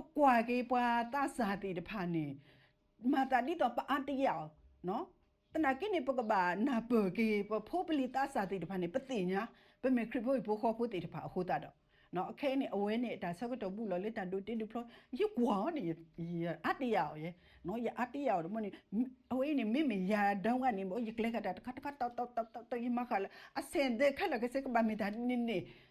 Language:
S'gaw Karen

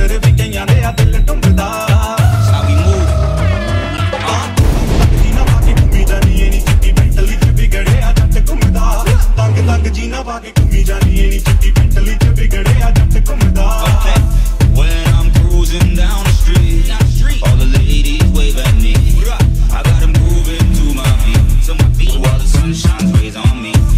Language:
Punjabi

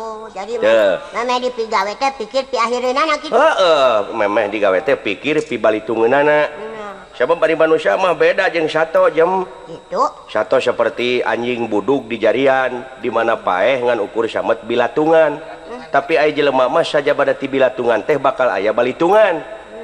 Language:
Sundanese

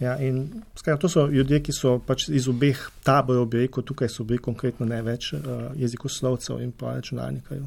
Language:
Slovenian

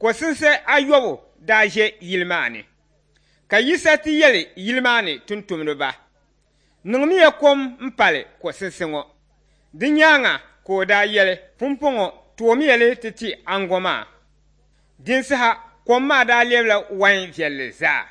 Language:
Dagbani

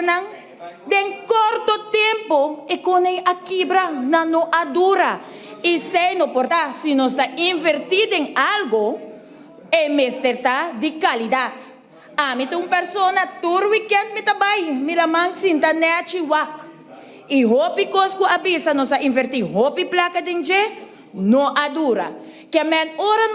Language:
Papiamento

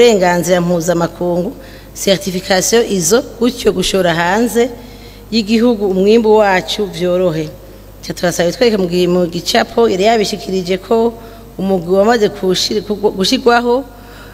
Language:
Rundi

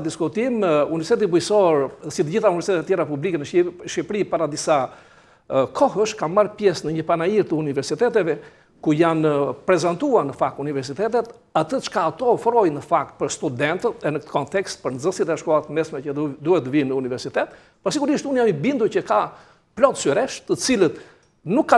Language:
Albanian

